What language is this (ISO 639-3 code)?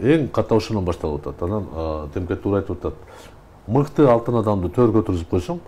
kir